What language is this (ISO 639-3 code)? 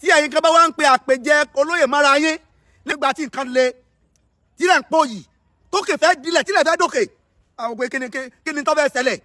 yor